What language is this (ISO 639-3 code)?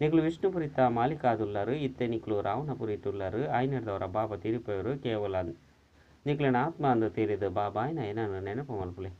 tcy